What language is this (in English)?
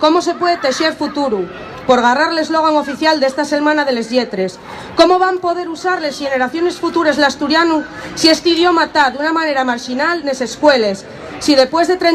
Asturian